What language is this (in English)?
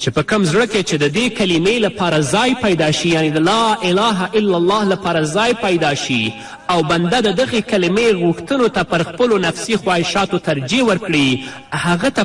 Pashto